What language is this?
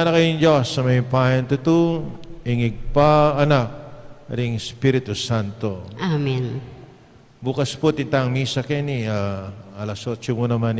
Pampanga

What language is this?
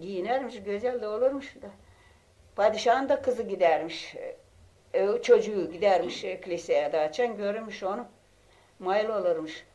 Gagauz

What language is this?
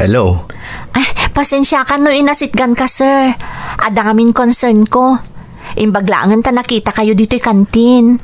Iloko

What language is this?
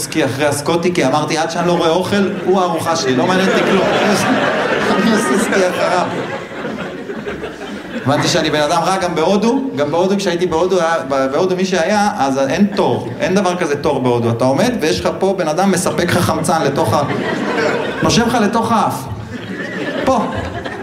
Hebrew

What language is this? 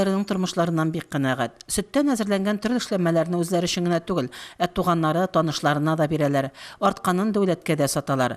Tatar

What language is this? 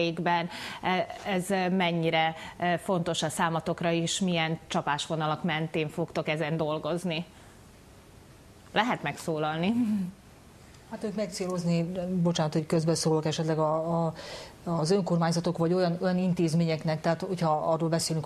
Hungarian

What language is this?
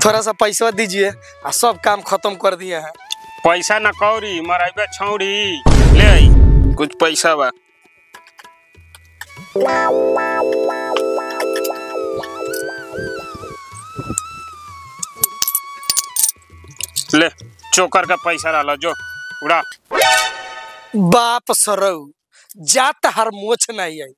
Bhojpuri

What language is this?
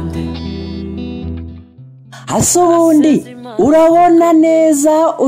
Kinyarwanda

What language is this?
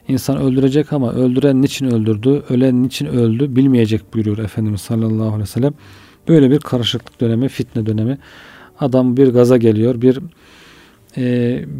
Turkish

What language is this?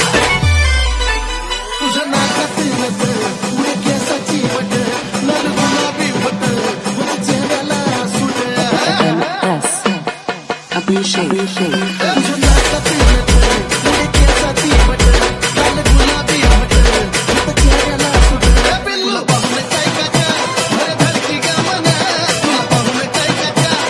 Marathi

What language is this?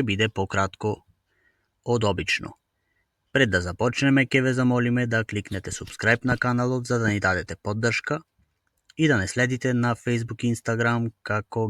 Macedonian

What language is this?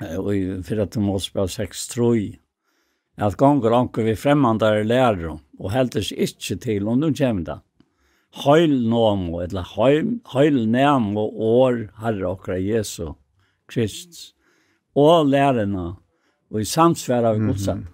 Faroese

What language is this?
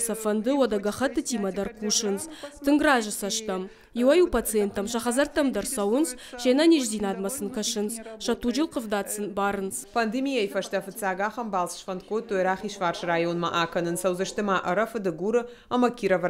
Ossetic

